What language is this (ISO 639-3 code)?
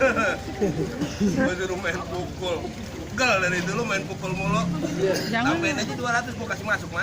bew